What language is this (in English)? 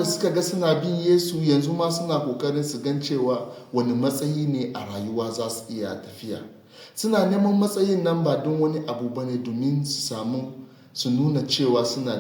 Hausa